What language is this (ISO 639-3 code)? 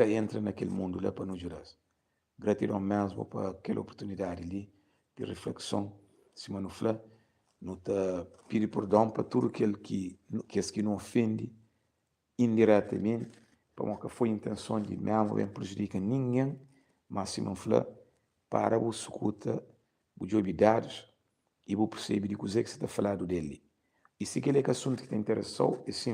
kea